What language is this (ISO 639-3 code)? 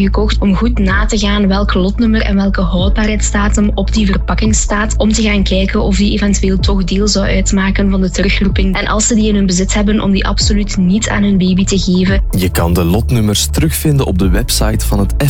nld